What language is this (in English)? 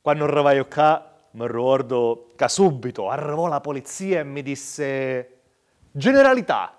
Sicilian